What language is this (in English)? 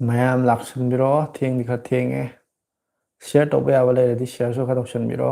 Manipuri